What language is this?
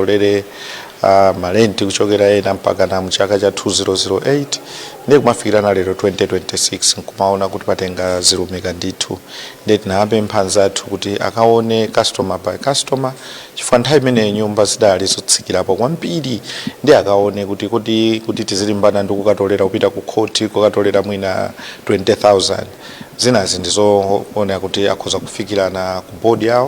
Nyanja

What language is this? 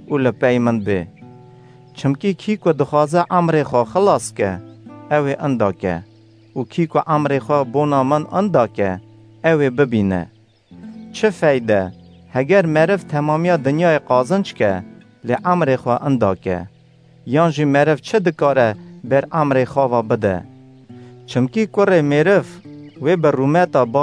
Kurdish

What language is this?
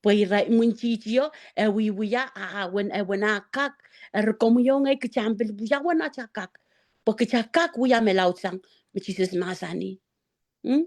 Pohnpeian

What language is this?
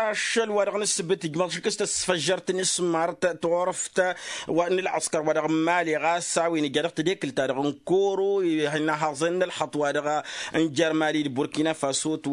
Tamasheq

